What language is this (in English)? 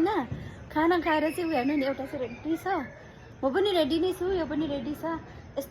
Nepali